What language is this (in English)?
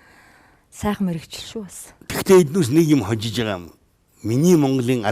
Mongolian